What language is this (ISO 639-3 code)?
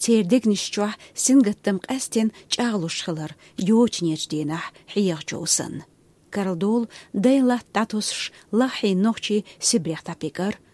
che